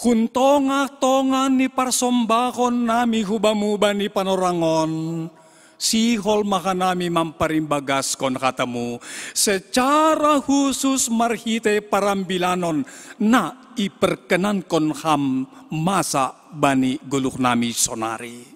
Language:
Batak Simalungun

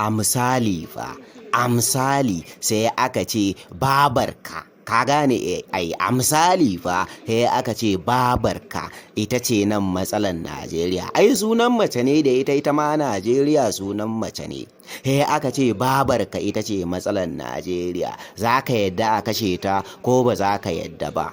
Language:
Hausa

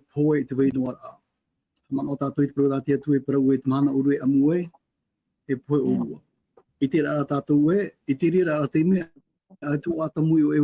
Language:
Tahitian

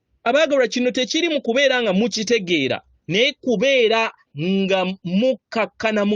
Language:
Ganda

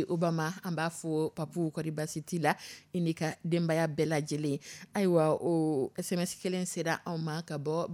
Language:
Dyula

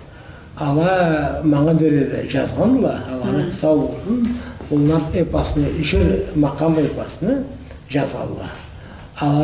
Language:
Karachay-Balkar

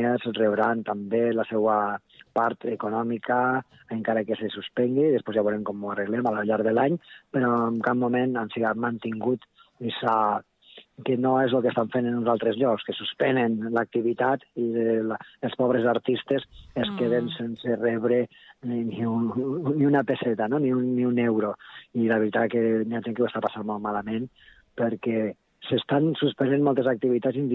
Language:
Catalan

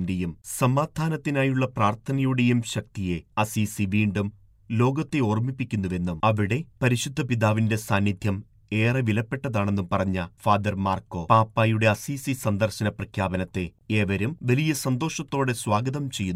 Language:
Malayalam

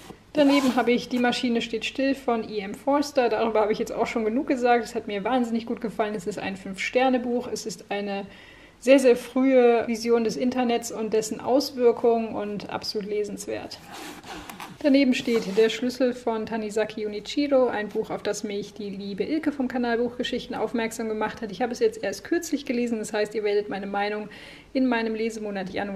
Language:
German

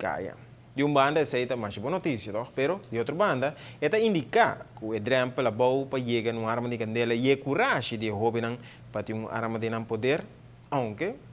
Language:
Papiamento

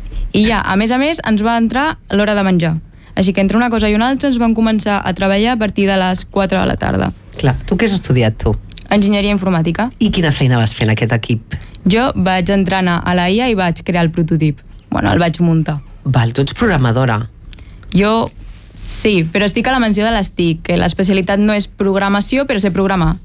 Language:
Catalan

